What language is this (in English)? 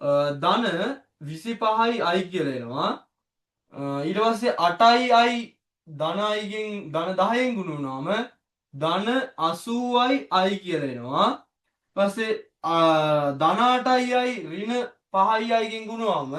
Sinhala